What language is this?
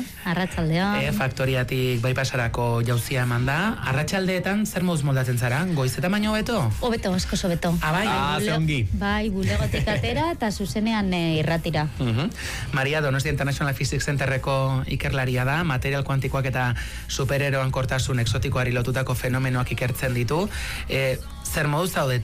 Basque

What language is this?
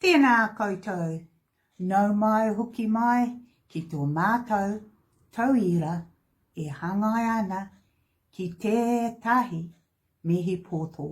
Māori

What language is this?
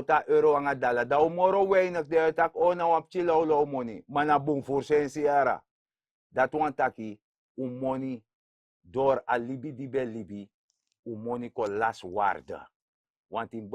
Sranan Tongo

